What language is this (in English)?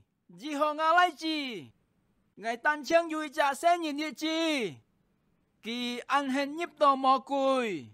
Hakka Chinese